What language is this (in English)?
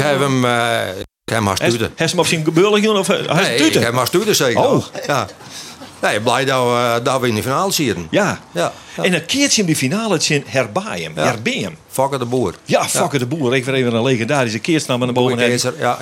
Western Frisian